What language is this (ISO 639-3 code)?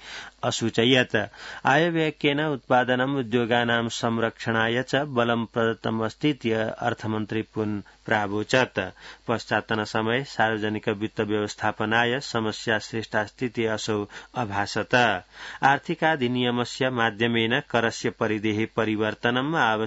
san